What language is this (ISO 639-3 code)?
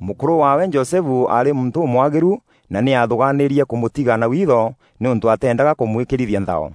mer